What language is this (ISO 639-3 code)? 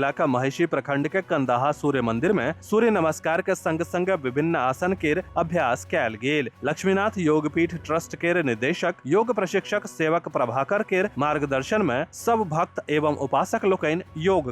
mai